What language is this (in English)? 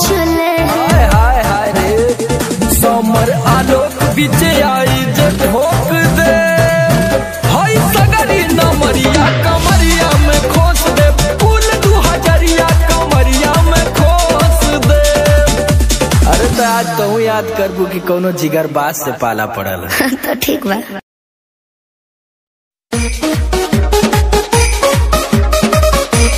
Bhojpuri